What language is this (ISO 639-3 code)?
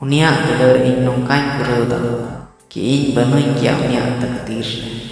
sat